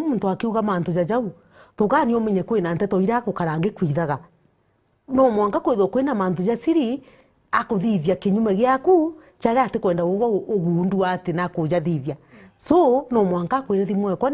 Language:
Meru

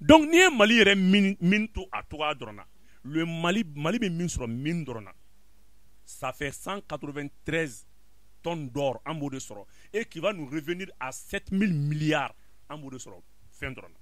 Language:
Bambara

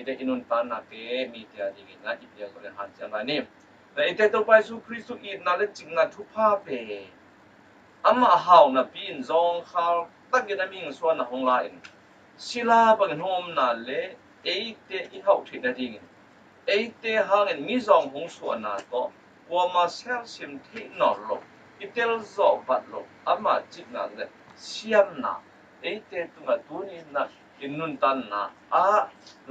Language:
Tedim Chin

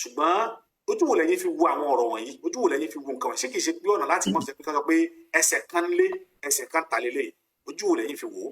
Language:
Yoruba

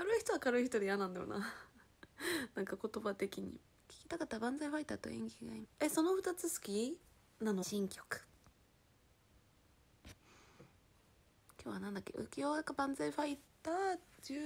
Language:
Japanese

